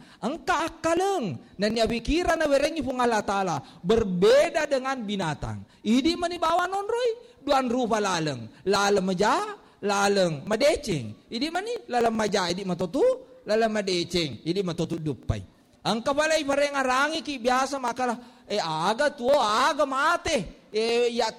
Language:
Buginese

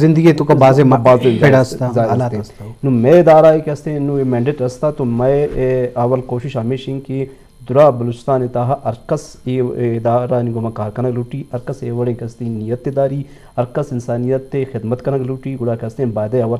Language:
Eastern Balochi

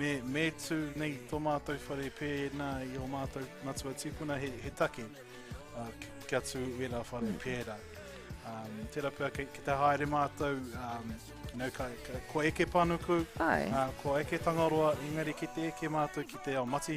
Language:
Māori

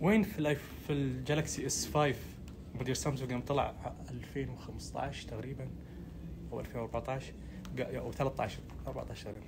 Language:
Najdi Arabic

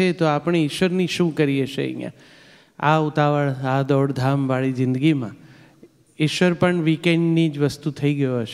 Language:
Gujarati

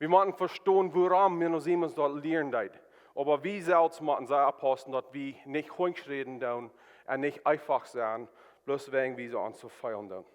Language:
Plautdietsch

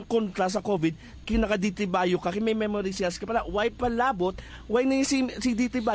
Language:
Hiligaynon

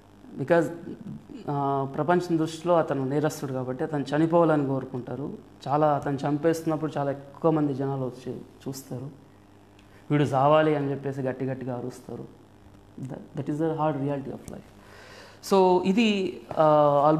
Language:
Telugu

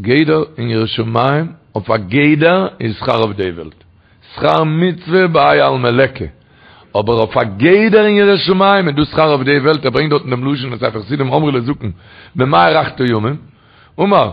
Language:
Yiddish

